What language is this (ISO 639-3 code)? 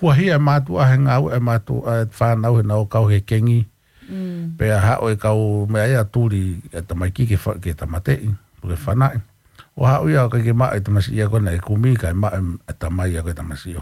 ton